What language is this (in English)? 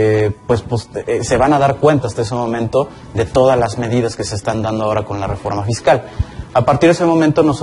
Spanish